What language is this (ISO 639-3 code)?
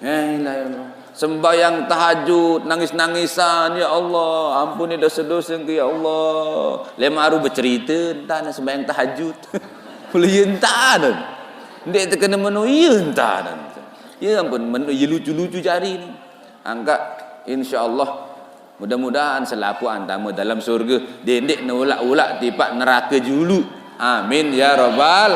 sas